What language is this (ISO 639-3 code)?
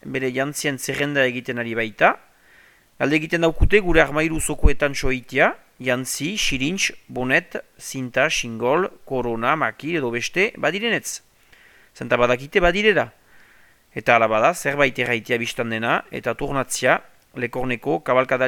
eus